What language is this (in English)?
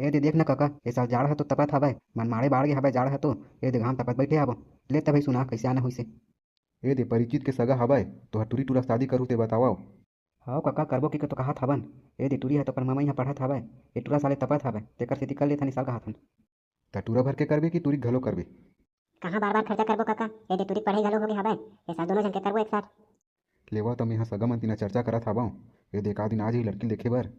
Chhattisgarhi